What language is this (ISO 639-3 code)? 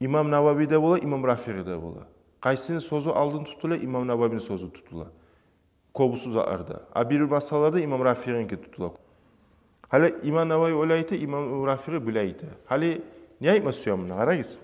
kum